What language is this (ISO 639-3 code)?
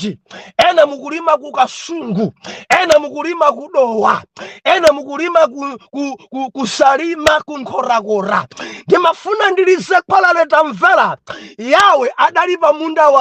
nya